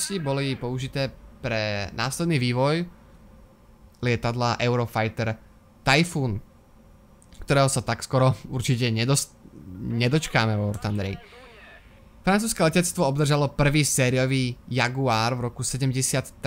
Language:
Slovak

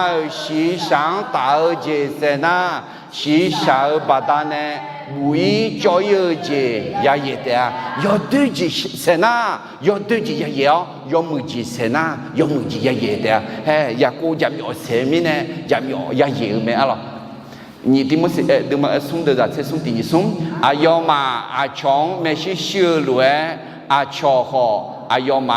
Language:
Akha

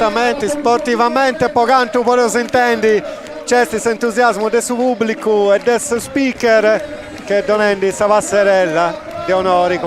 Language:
Sardinian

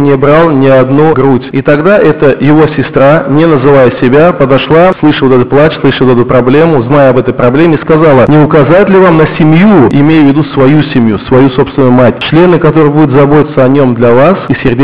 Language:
Russian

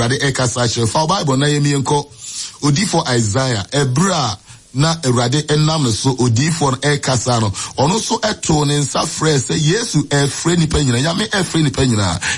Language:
Akan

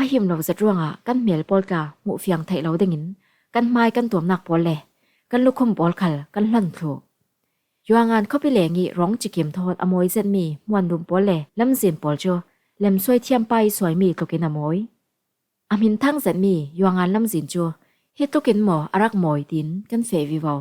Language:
Falam Chin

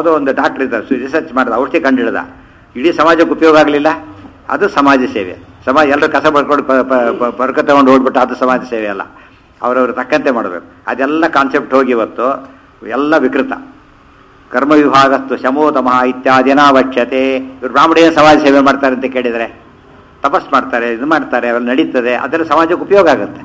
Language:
Kannada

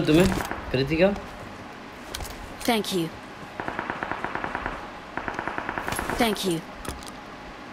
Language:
Hindi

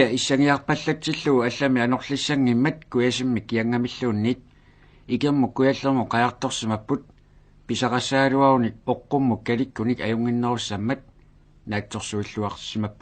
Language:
Kalaallisut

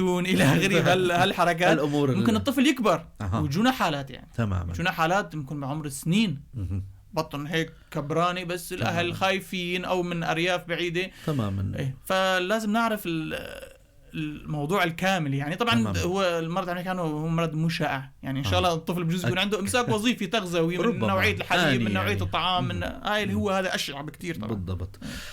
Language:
North Levantine Arabic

